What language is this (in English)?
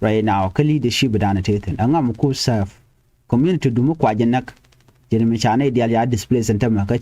Nuer